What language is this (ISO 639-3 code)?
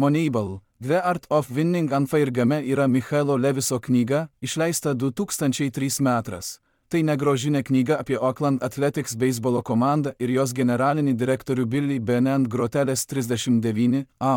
lit